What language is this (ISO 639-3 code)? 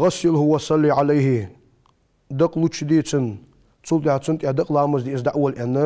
inh